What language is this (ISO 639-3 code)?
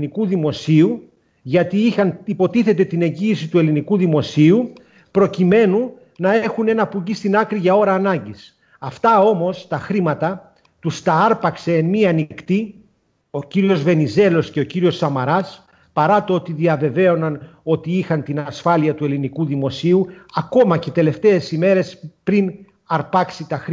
ell